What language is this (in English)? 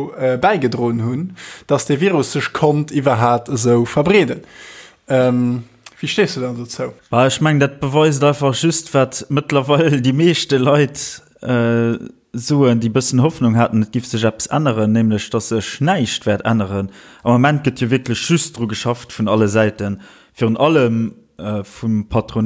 Luxembourgish